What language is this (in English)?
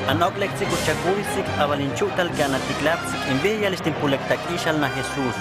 Huastec